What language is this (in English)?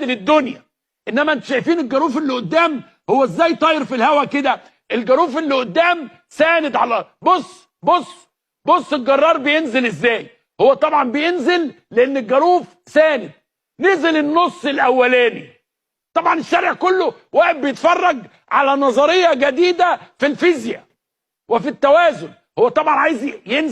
Egyptian Arabic